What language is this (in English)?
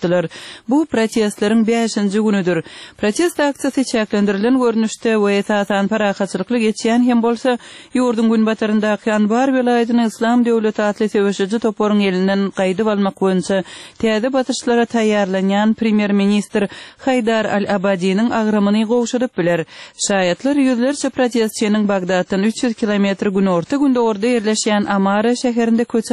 Turkmen